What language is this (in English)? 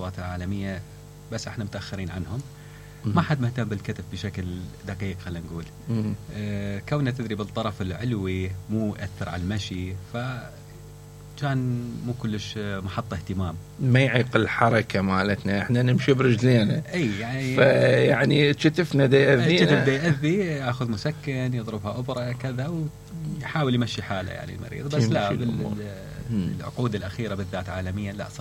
Mesopotamian Arabic